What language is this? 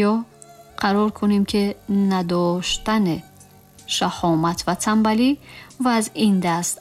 Tajik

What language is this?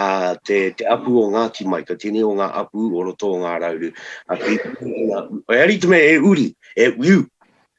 Māori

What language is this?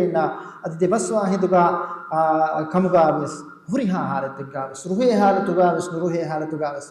Divehi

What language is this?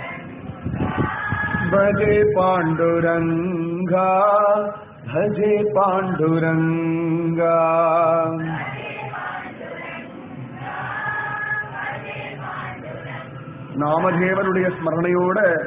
Tamil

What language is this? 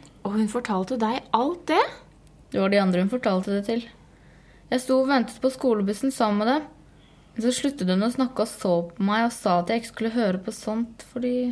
Norwegian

